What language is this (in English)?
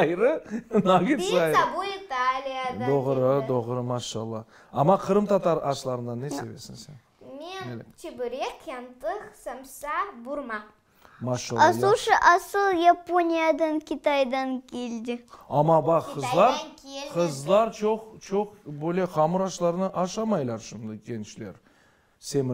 Crimean Tatar